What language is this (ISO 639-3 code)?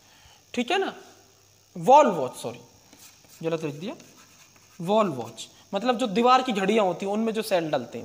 hin